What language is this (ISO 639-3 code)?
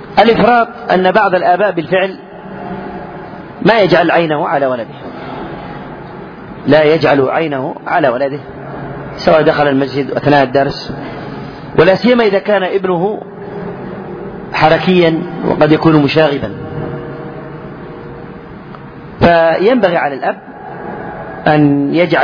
ara